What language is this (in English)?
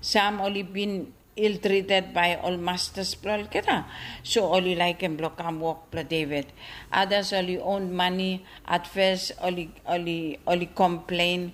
Bislama